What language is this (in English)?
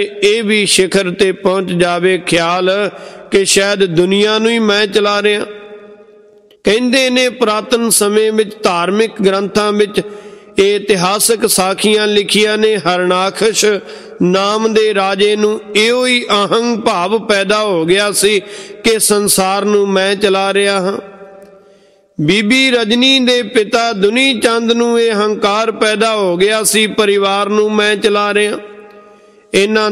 Punjabi